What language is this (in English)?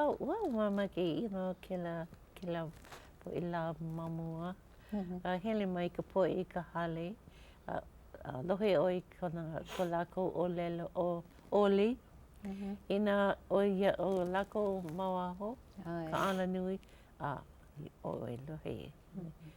Hawaiian